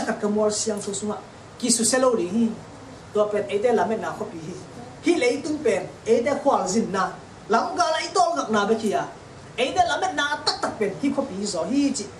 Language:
Tedim Chin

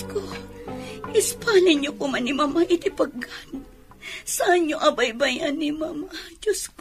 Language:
Iloko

